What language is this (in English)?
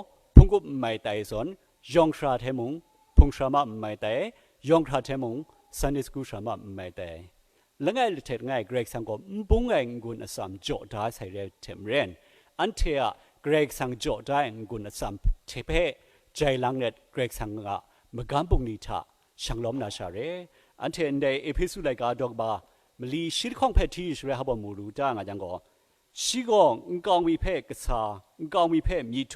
Kachin